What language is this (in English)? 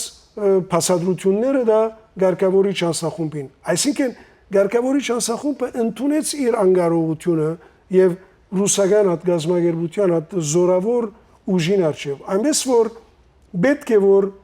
Western Armenian